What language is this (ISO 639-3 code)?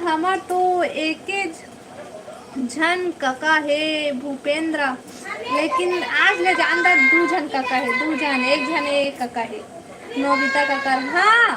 hne